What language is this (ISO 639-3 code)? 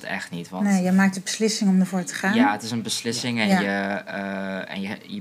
nld